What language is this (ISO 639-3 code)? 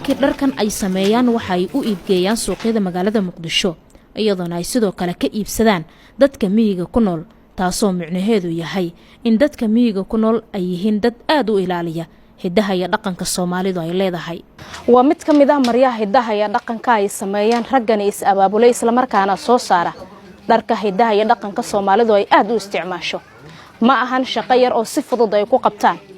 som